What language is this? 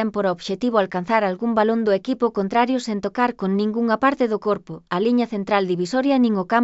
Galician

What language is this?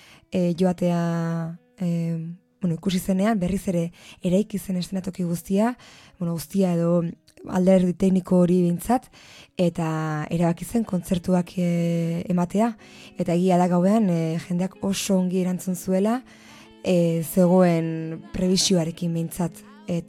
Basque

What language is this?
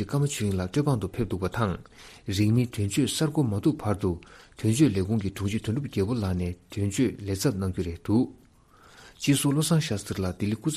Tibetan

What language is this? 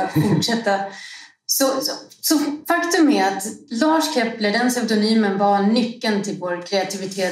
Swedish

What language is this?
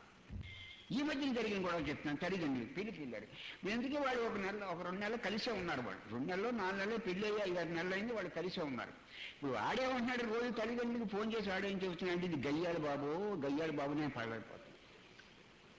Telugu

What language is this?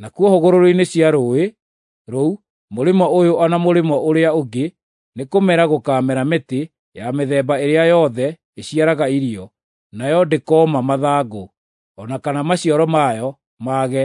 Kikuyu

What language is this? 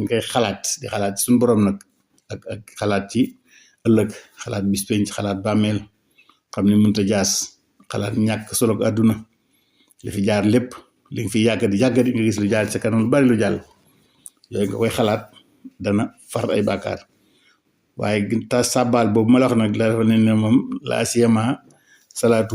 Wolof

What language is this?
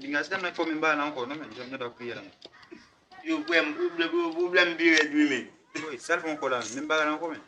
Haitian Creole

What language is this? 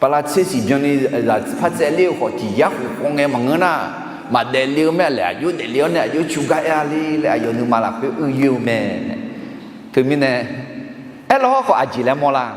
Akha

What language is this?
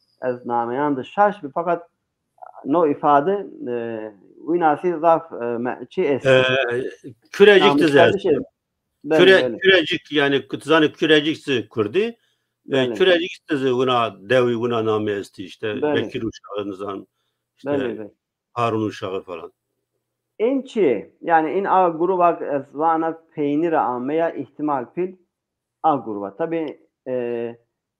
Zaza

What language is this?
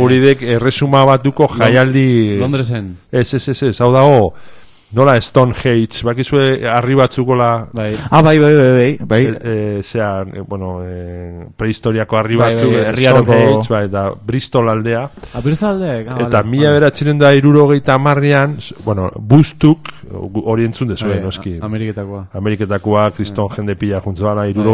Basque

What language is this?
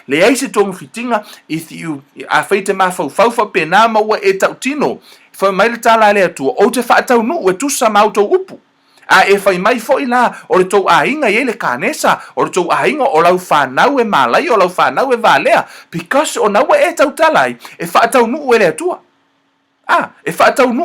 Samoan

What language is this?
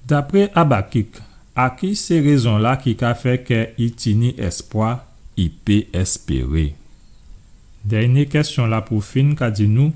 Guadeloupean Creole French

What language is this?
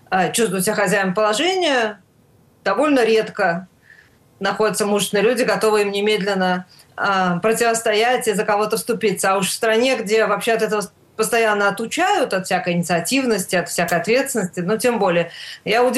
Russian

